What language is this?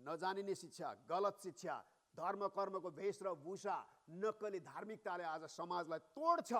Nepali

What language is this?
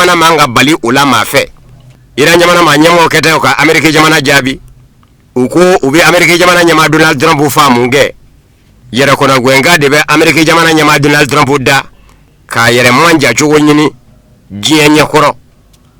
Bambara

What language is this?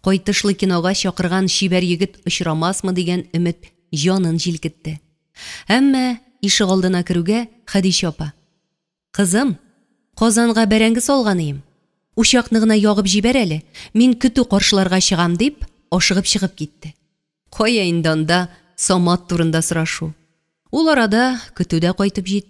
Tatar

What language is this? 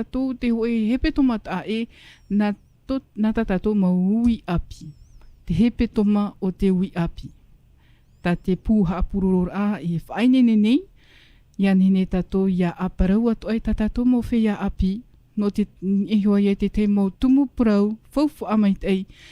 Tahitian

